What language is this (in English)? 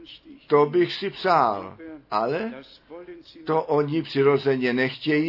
Czech